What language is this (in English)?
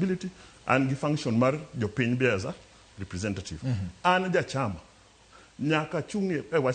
Luo (Kenya and Tanzania)